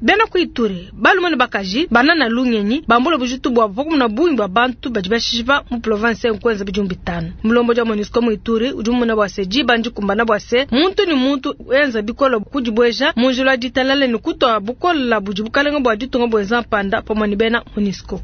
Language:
Luba-Lulua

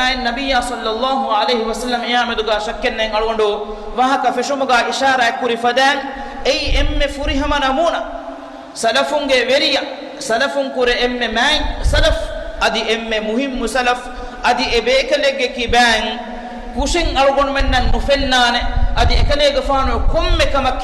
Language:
Divehi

